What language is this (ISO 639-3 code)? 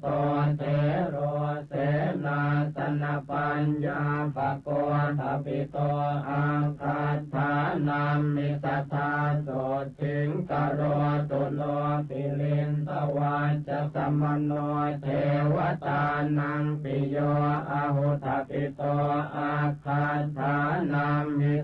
pli